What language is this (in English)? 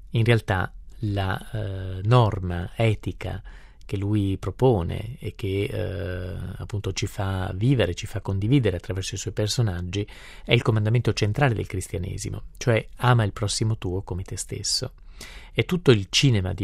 Italian